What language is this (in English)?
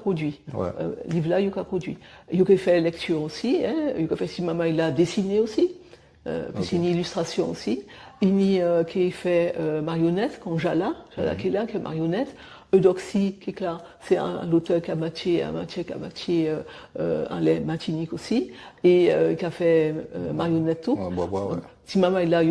Guadeloupean Creole French